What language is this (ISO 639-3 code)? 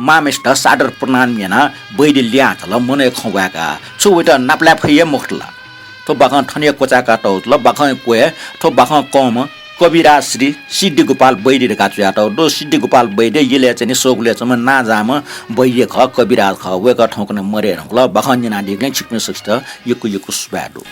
new